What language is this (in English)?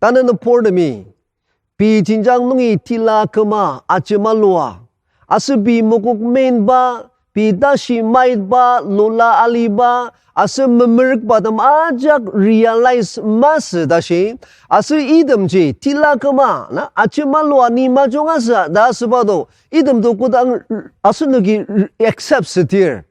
Ao Naga